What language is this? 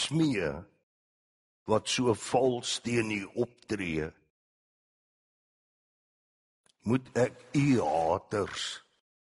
Afrikaans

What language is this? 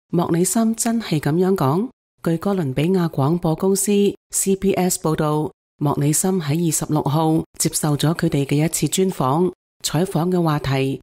Cantonese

